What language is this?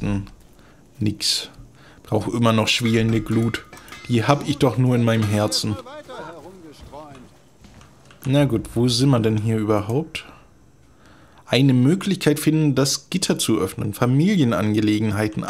German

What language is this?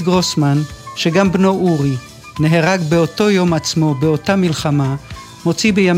Hebrew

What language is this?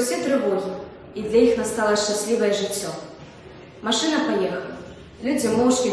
Belarusian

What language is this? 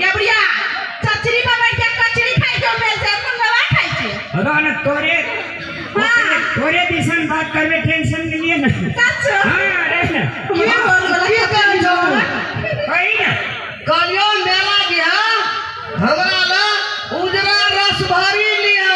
Maithili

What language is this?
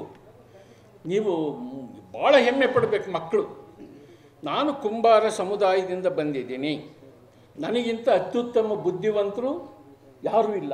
Kannada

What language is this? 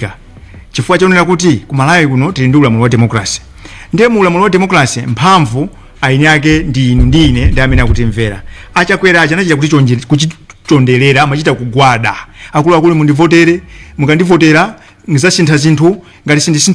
Nyanja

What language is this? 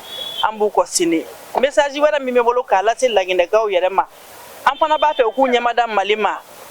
Bambara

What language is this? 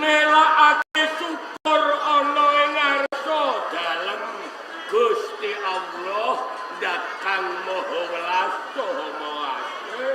Javanese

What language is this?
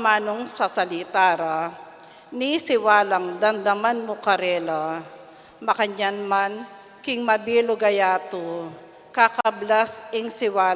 Pampanga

